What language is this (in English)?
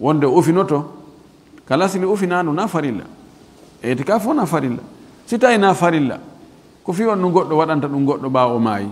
Fula